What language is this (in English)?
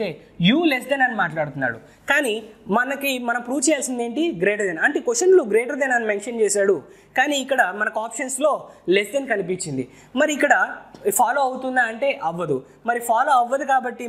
Telugu